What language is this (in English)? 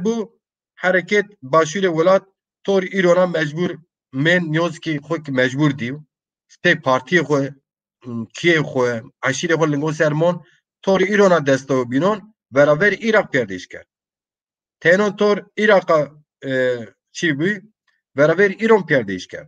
Zaza